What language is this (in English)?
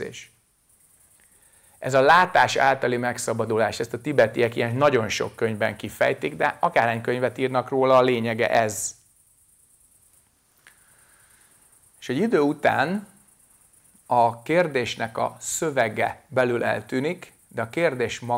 Hungarian